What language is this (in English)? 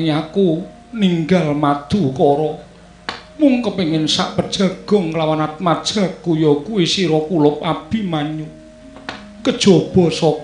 Javanese